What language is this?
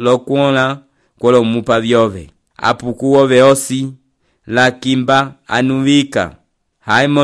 Umbundu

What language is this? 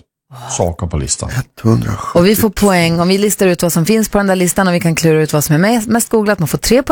Swedish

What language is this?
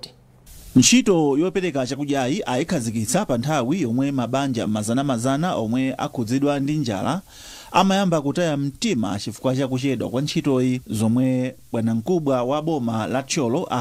Nyanja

